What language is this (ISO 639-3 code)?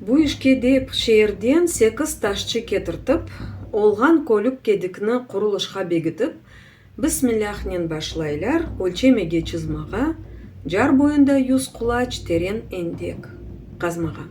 crh